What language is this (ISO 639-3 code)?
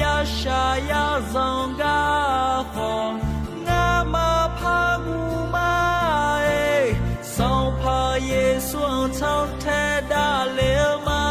ahk